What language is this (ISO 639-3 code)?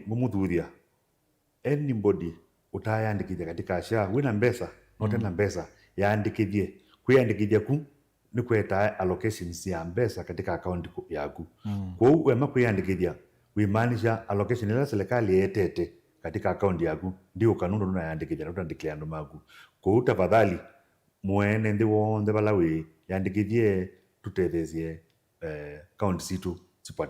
kam